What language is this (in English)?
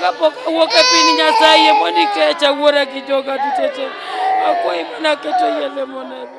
Luo (Kenya and Tanzania)